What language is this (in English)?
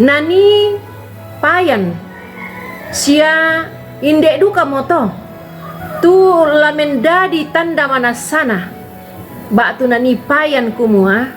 Toraja-Sa'dan